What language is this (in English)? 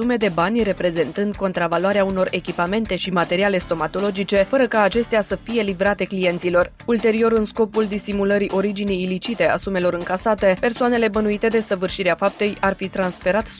Romanian